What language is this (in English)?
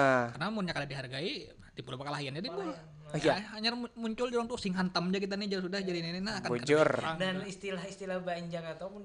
Banjar